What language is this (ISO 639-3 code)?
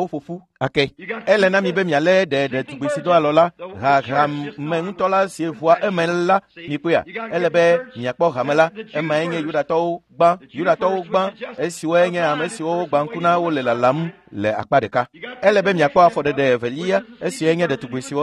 ewe